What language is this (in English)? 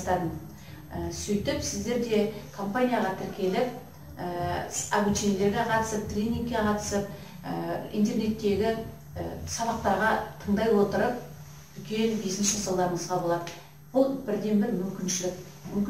Kazakh